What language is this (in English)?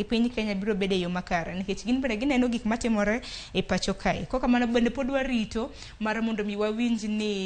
Luo (Kenya and Tanzania)